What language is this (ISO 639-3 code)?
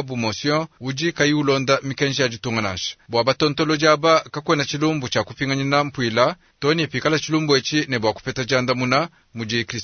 lua